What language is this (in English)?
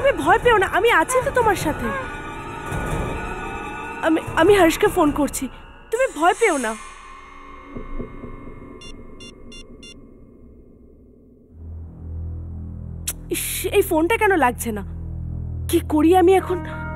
Bangla